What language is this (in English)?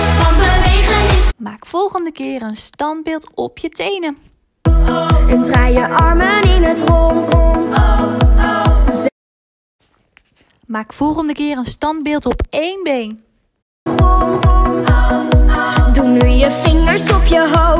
Dutch